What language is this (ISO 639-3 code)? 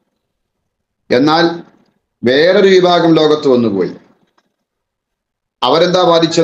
mal